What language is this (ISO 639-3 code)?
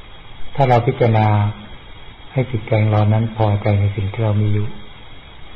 tha